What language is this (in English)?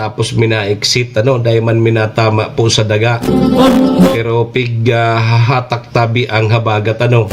Bikol